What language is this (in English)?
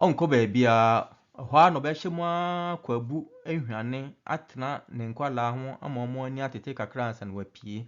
Akan